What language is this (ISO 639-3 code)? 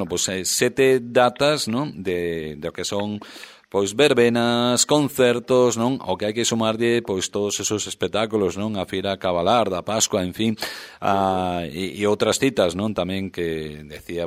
glg